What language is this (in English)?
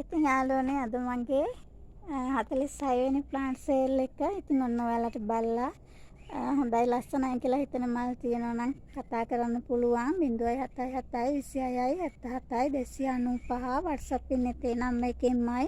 Sinhala